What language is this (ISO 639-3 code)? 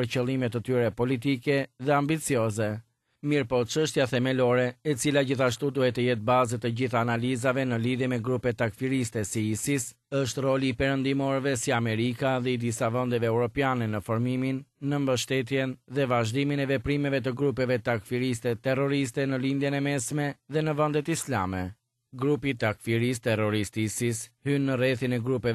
sqi